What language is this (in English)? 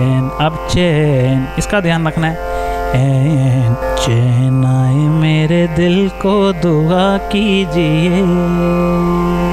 Hindi